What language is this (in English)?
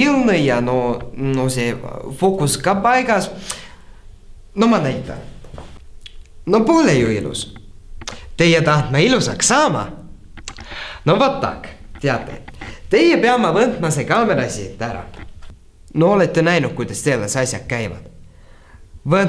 Estonian